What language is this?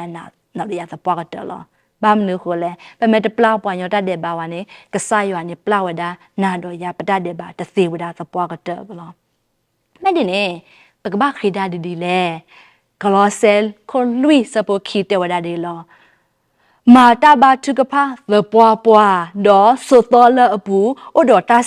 S'gaw Karen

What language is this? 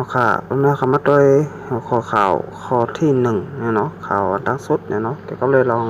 Shan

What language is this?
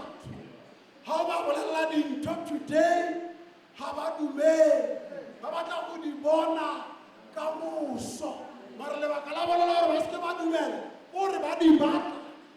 Tswana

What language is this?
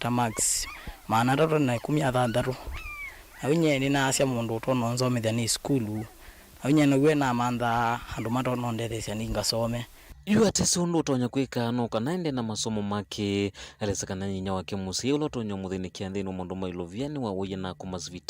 Kamba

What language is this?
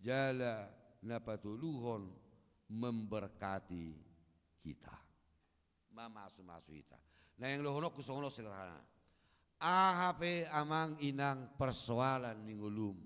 Batak Toba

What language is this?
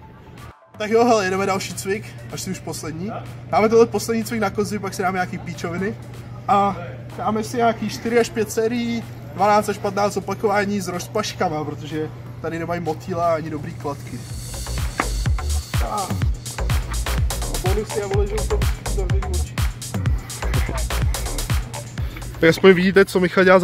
Czech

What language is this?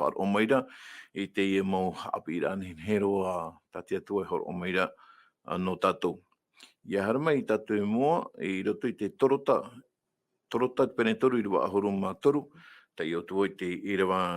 Tahitian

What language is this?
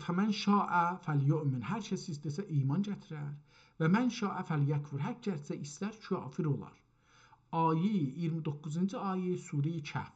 South Azerbaijani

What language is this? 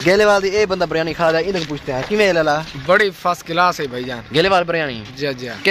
Saraiki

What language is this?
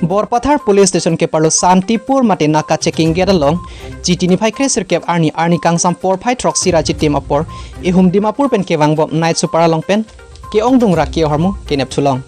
Karbi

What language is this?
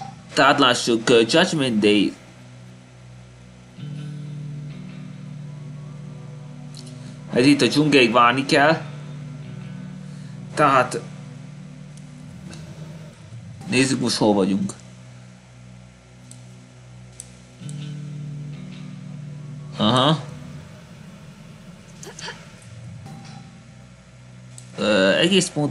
Hungarian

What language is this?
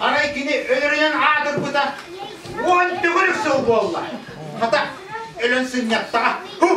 Yakut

